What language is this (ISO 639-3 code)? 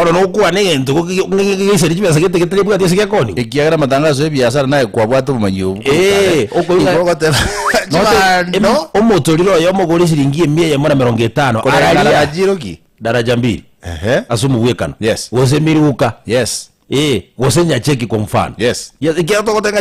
guz